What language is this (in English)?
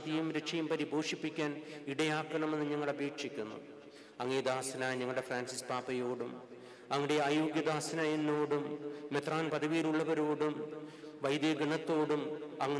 Malayalam